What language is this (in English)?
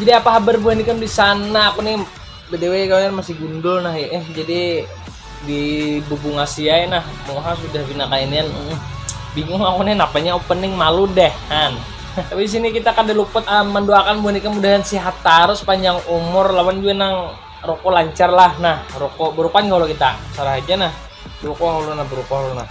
Banjar